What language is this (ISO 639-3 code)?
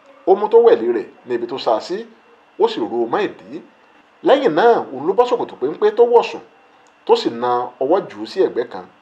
yor